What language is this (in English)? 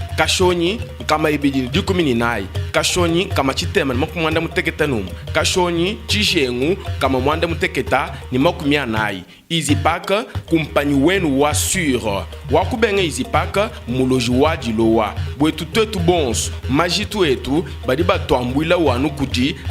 Luba-Lulua